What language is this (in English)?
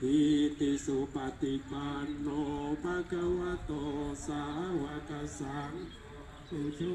Pali